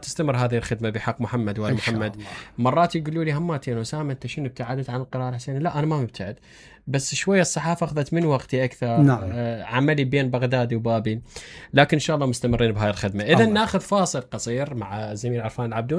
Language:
Mesopotamian Arabic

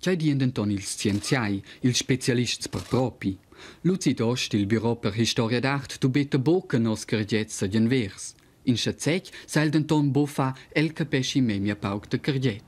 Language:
Romansh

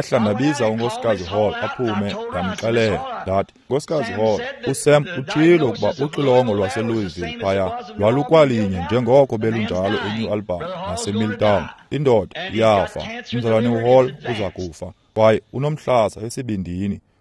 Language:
Xhosa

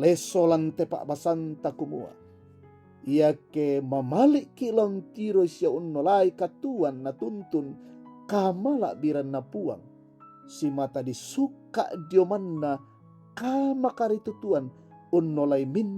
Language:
Toraja-Sa'dan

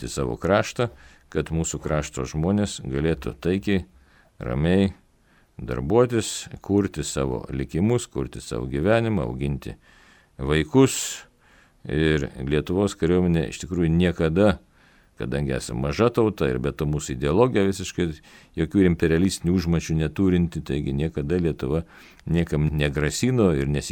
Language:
Lithuanian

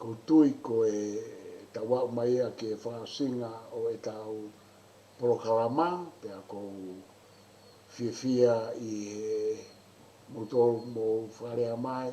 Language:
Tongan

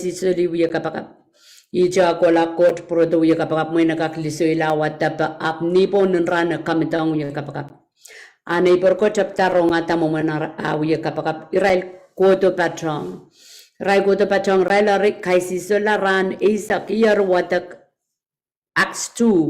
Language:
Pohnpeian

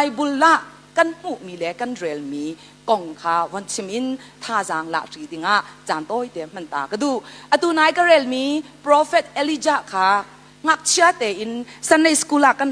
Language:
Hakha Chin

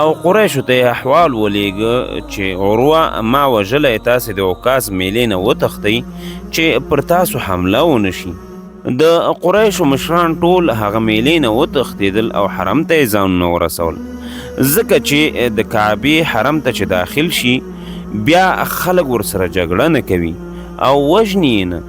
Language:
Pashto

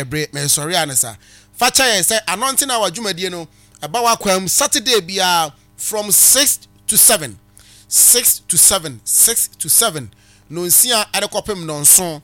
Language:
Akan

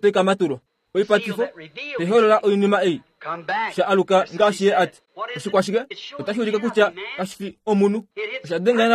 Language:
Kuanyama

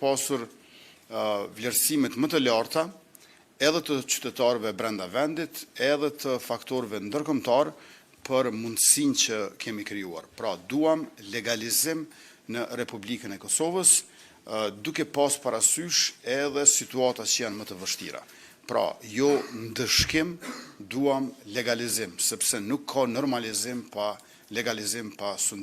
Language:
Albanian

